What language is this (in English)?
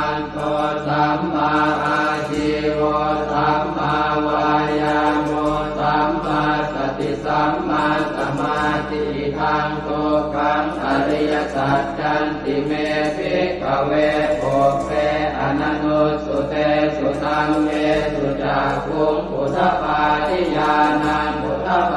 Pali